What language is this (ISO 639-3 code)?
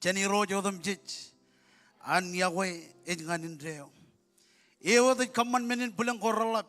mah